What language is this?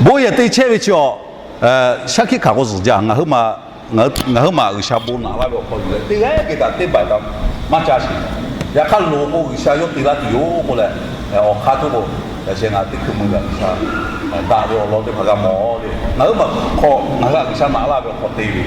Lahu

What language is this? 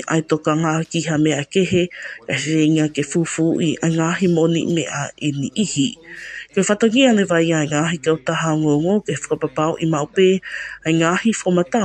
Tongan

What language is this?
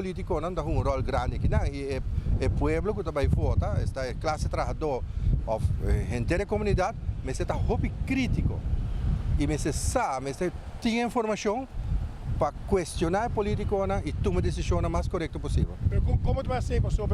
Papiamento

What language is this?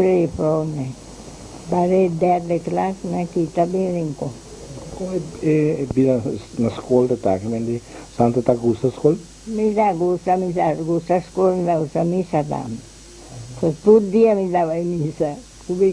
Papiamento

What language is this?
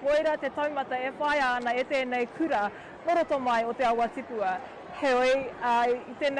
Māori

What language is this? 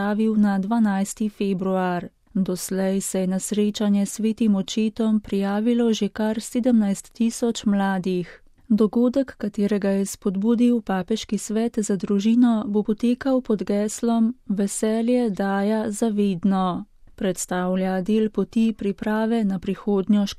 Slovenian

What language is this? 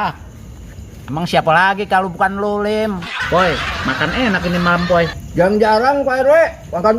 Betawi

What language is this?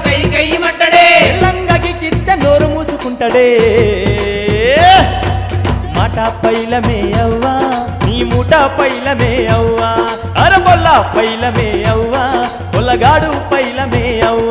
Telugu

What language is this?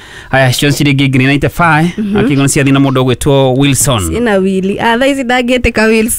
Kikuyu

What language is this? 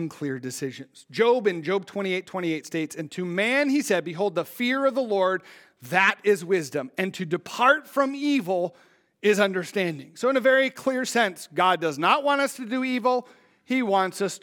English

